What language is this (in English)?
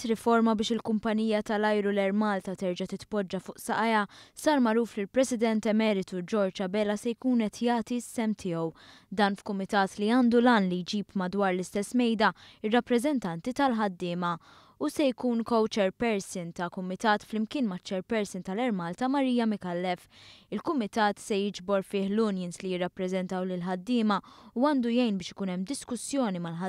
Maltese